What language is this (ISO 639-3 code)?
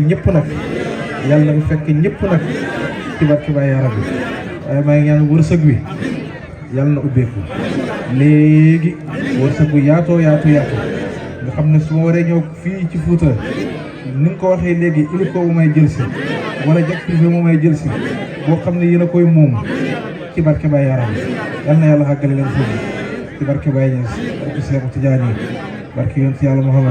wol